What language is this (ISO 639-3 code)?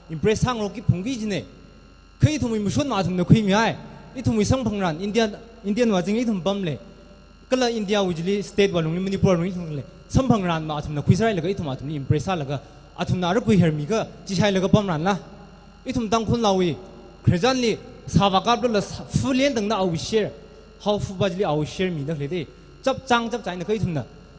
nmf